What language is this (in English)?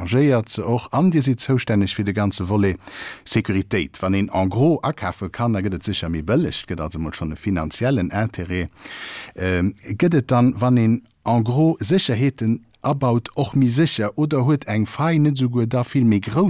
Luxembourgish